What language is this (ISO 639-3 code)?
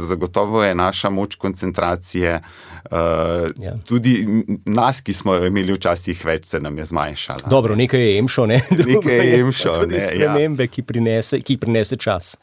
slv